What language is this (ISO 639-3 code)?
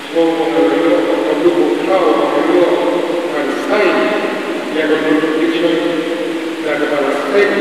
kha